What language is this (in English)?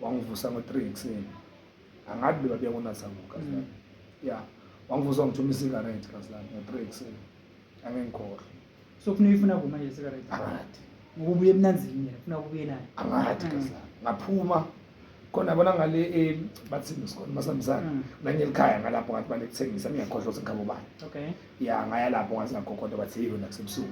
Zulu